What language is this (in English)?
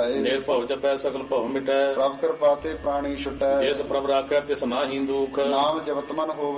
Punjabi